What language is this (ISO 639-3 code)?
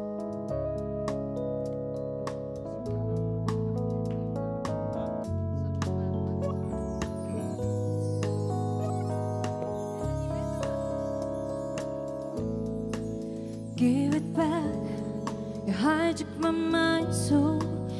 kaz